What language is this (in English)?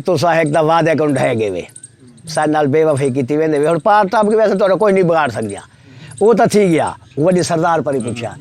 Saraiki